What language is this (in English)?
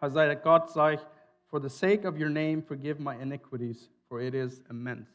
Plautdietsch